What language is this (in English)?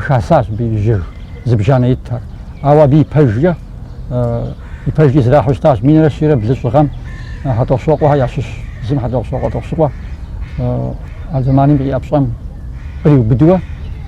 Kabardian